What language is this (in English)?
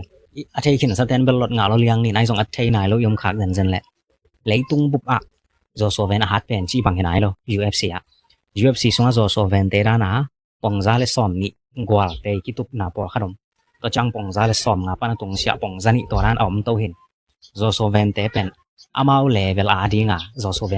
Tedim Chin